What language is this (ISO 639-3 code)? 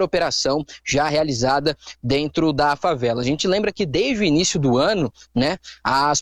por